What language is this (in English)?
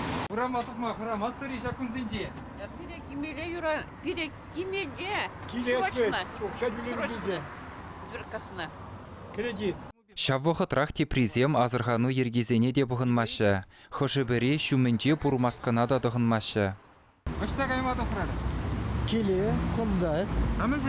Chuvash